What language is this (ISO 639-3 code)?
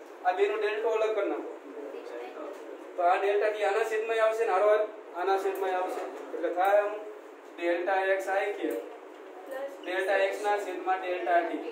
guj